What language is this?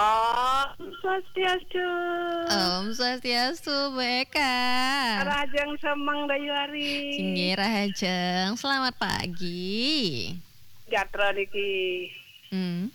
Balinese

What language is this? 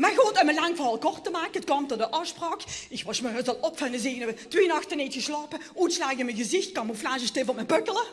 Limburgish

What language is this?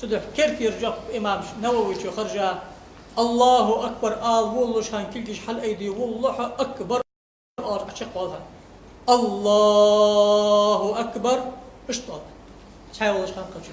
Ingush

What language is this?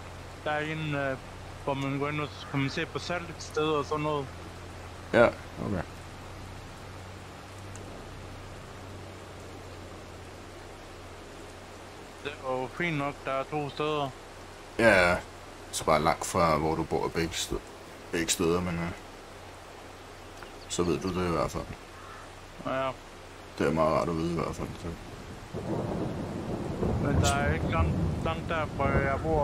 Danish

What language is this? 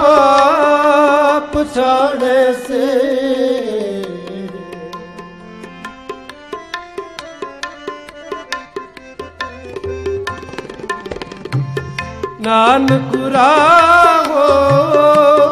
Punjabi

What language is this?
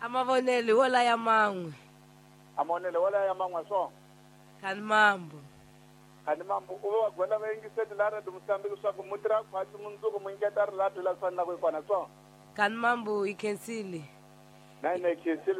Tsonga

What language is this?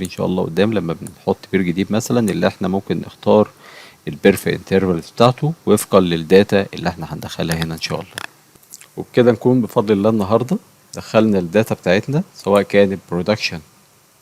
Egyptian Arabic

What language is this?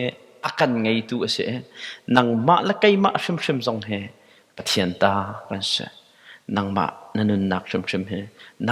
Hakha Chin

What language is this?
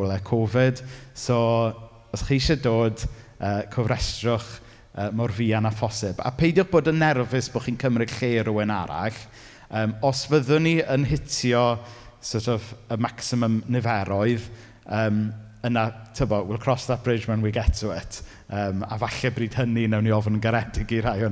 Welsh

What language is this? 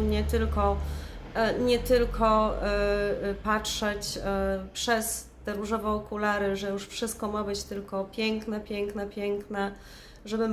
Polish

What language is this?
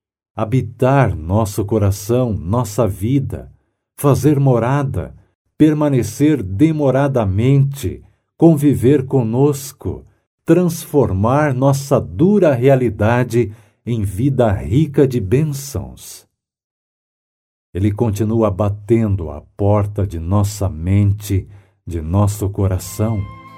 Portuguese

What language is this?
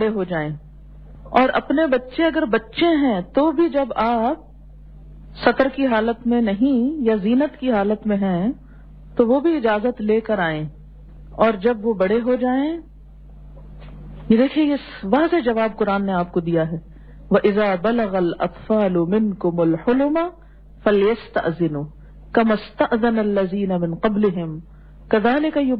Urdu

